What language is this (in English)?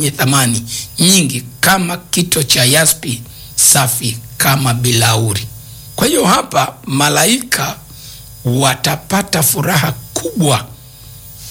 Swahili